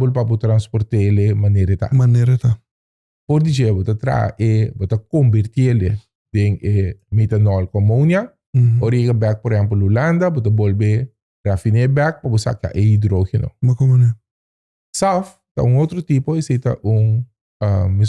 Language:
Papiamento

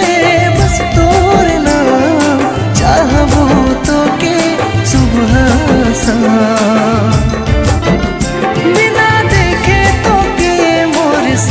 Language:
Sadri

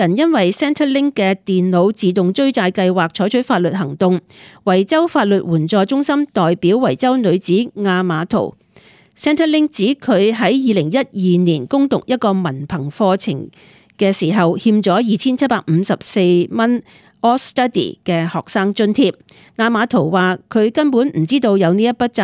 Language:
Cantonese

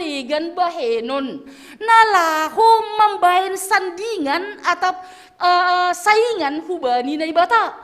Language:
Batak Simalungun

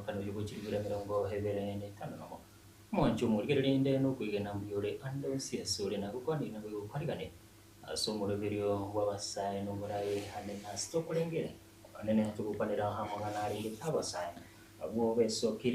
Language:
Gusii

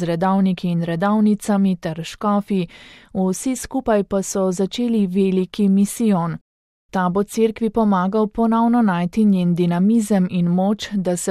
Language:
Slovenian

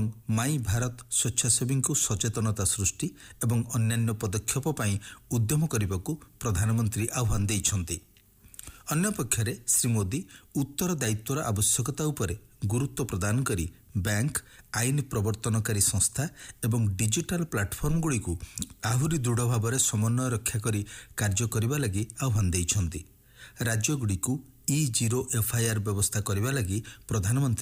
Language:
Odia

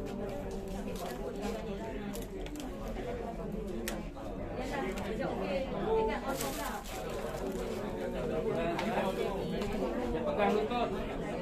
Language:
Malay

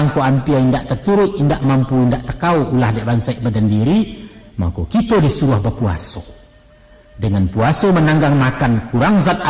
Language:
Minangkabau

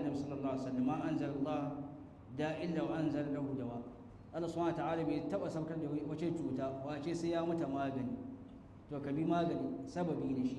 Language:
Hausa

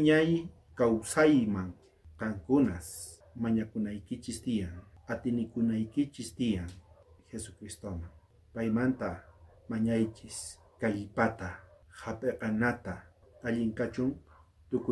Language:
South Bolivian Quechua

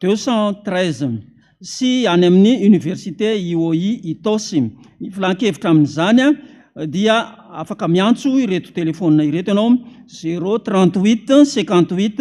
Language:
Malagasy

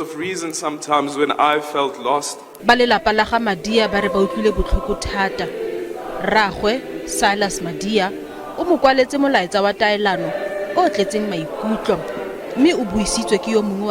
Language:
Tswana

